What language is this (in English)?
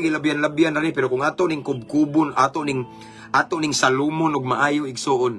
Cebuano